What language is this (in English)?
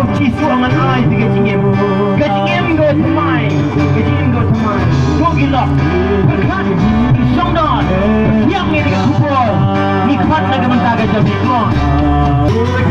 Khasi